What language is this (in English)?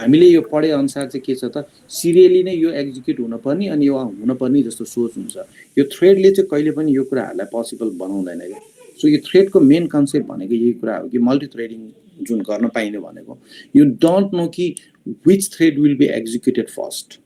Nepali